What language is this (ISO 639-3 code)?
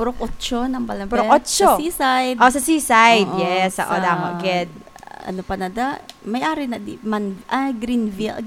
hil